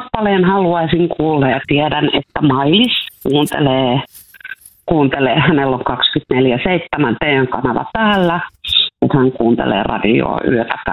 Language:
Finnish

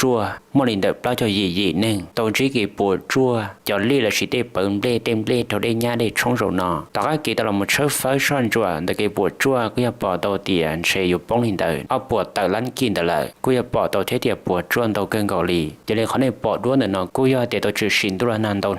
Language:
Hmong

